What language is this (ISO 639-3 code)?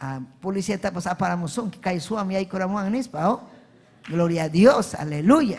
quy